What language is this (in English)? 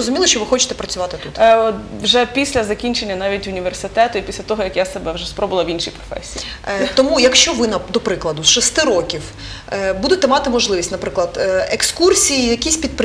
Ukrainian